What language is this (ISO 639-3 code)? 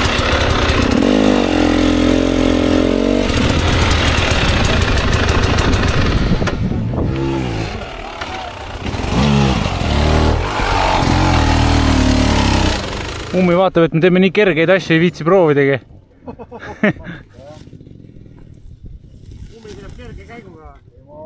est